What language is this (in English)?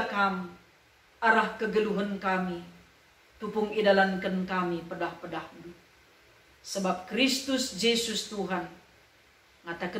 Batak Karo